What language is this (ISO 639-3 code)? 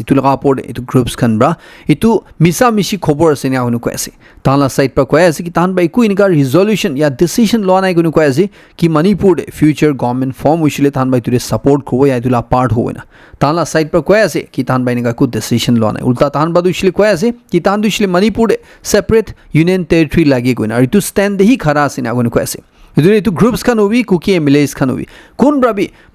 nag